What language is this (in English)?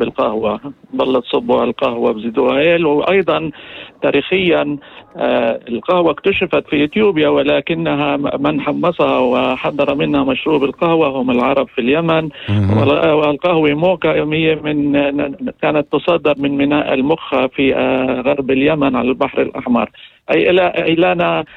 North Levantine Arabic